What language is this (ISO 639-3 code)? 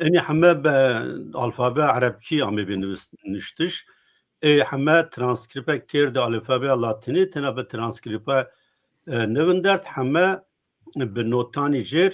zza